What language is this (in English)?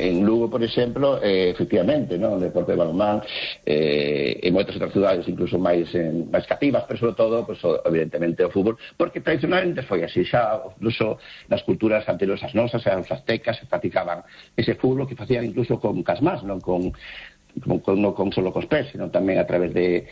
Galician